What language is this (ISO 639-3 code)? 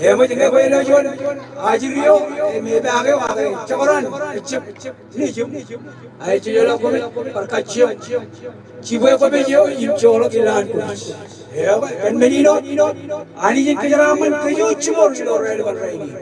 mah